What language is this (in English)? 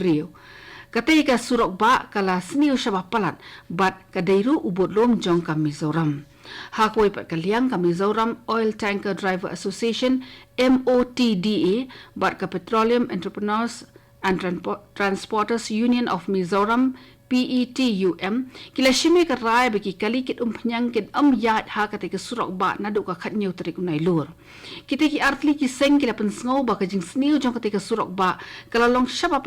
Khasi